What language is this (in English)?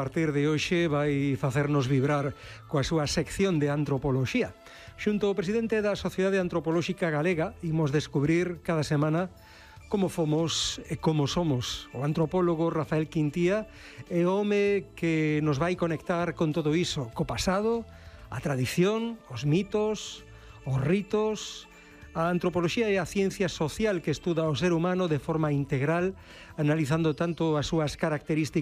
Galician